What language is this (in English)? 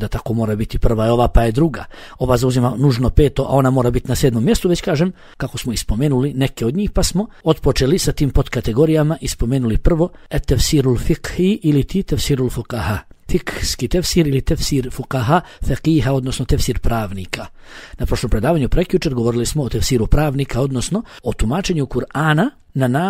Bosnian